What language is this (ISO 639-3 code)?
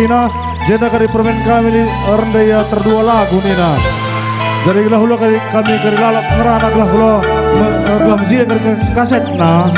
btx